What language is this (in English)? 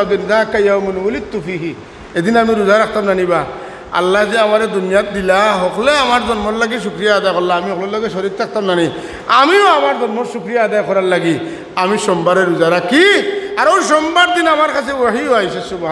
Sylheti